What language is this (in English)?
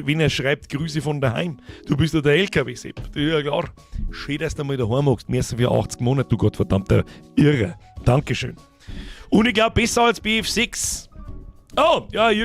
Bavarian